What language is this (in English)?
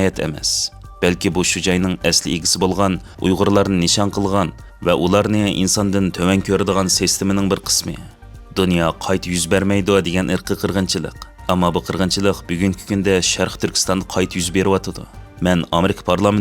Uyghur